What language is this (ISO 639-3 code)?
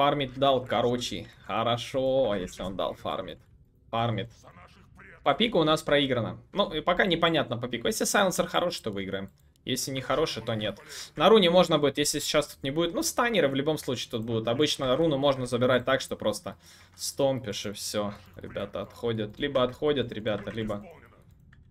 rus